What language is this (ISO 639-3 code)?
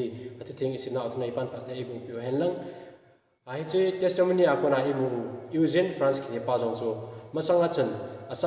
tcz